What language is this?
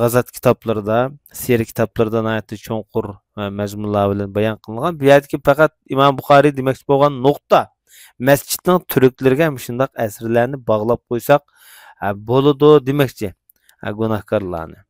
Uyghur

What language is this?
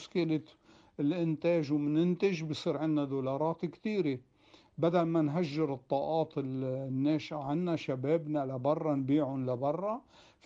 North Levantine Arabic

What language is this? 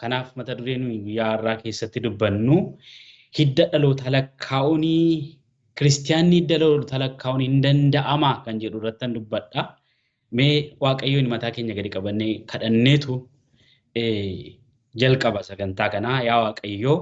Oromo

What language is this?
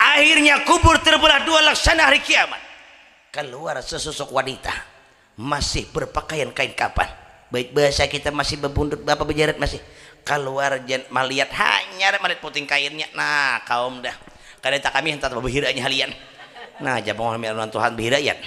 Banjar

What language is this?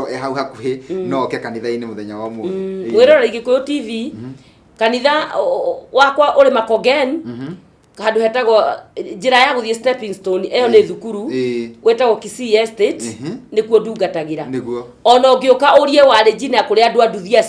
Kikuyu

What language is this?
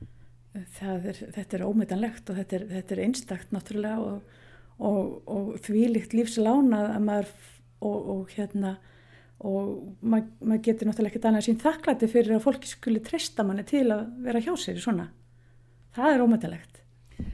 Icelandic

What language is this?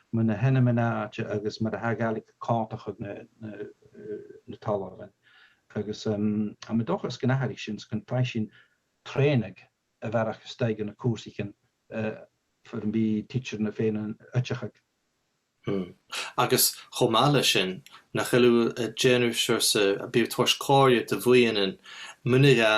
Scottish Gaelic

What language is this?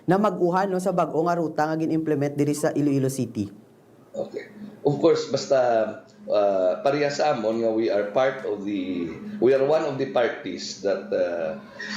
Hiligaynon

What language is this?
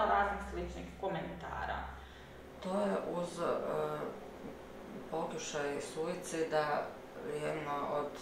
Croatian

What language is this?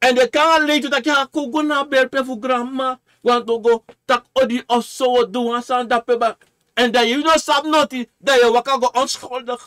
Sranan Tongo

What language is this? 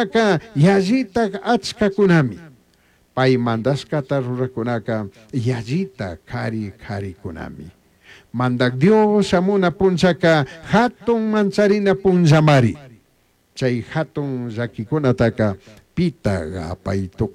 Chimborazo Highland Quichua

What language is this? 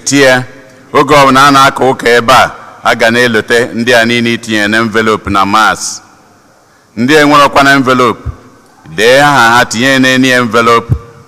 Igbo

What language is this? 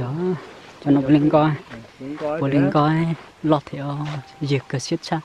Hmong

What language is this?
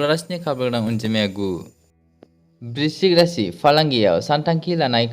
Bodo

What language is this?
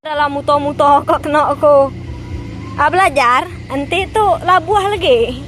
Iban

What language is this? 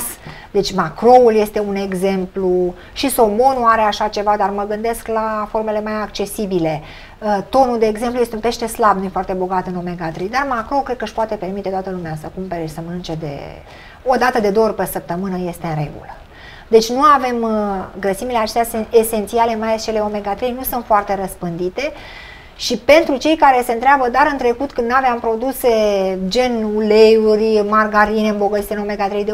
Romanian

